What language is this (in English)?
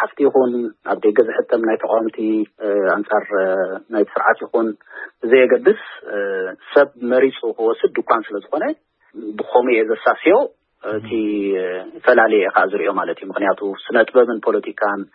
Tigrinya